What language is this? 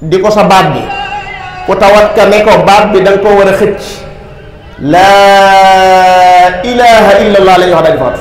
Wolof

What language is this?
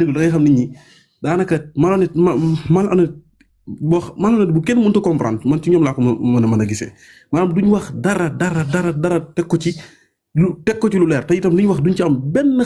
Wolof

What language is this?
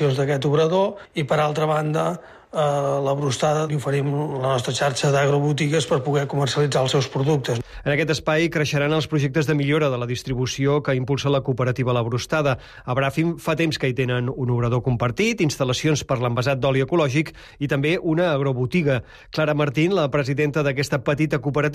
Catalan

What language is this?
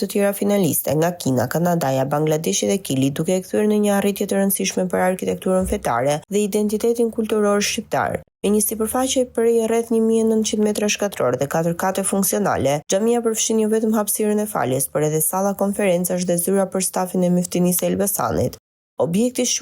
Albanian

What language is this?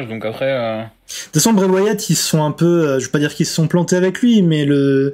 French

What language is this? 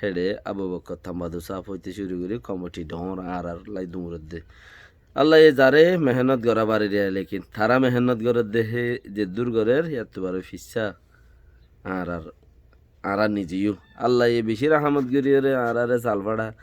Rohingya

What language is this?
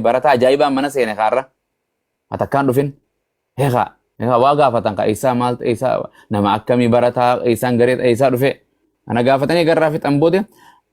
Oromo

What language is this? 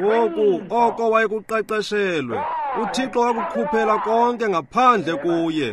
Xhosa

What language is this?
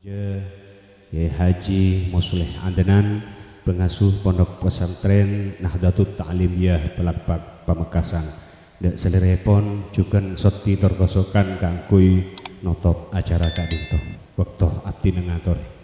Madurese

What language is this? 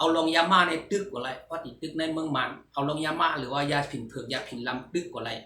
Shan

